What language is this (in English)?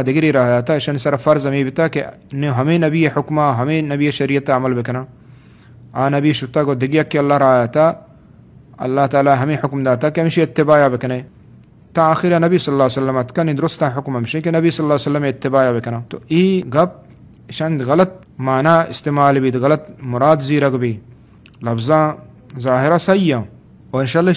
Eastern Balochi